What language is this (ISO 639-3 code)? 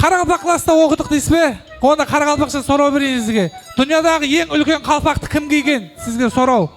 kaa